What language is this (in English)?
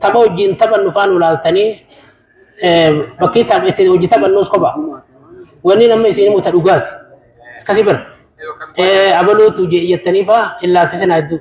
Oromo